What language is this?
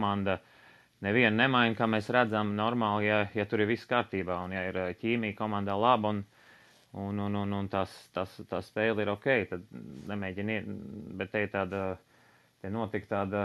Latvian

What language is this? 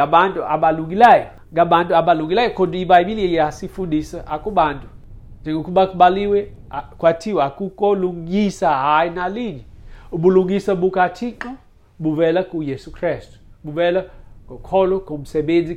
Xhosa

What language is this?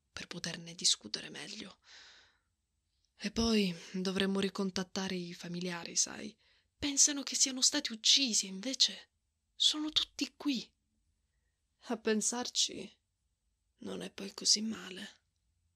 Italian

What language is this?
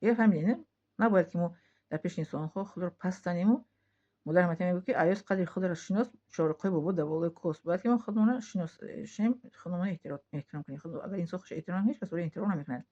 Tajik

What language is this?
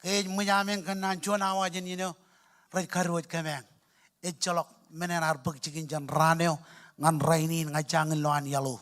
Marshallese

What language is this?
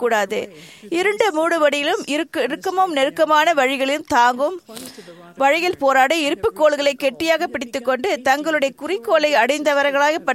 Tamil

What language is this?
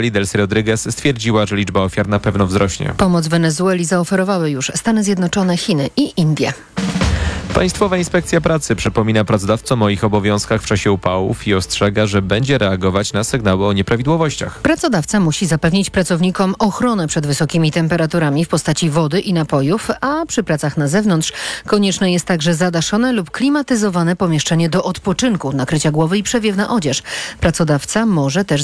Polish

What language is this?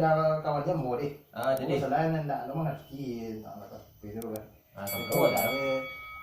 Minangkabau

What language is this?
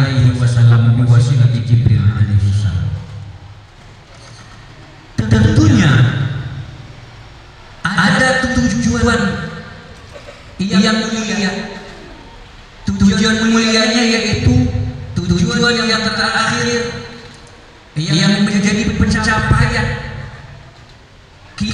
Indonesian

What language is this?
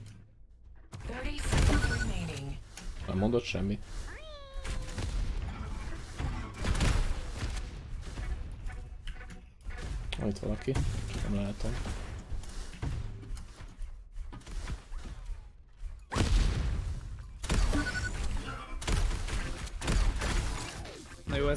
Hungarian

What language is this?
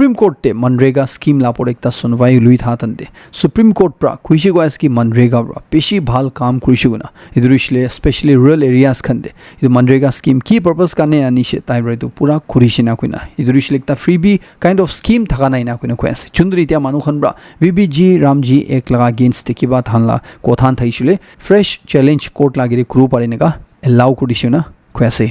Naga Pidgin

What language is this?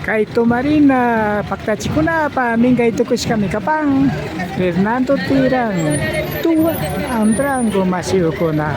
Imbabura Highland Quichua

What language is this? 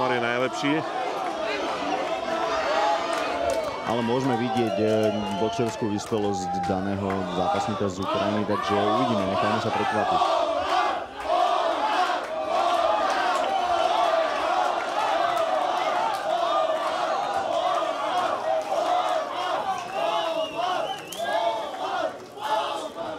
Slovak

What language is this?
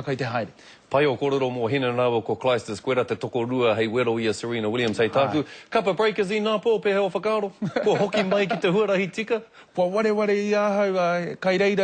Māori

